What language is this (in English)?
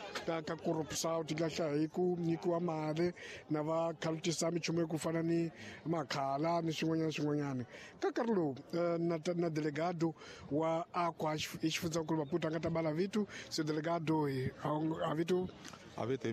Tsonga